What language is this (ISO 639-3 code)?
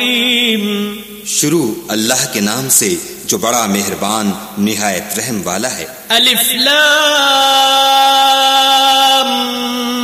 urd